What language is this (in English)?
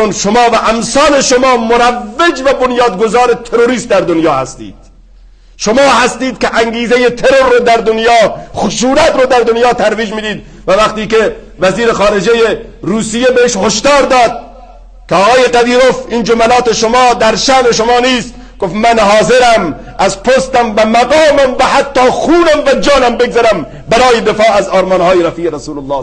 Persian